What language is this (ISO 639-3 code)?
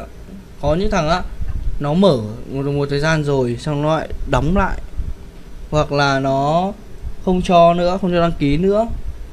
vie